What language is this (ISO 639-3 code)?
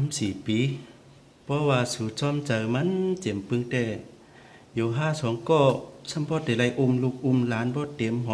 shn